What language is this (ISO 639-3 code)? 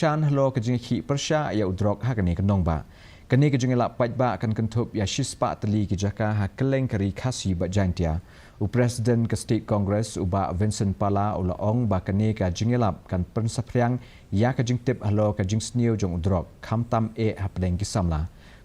kha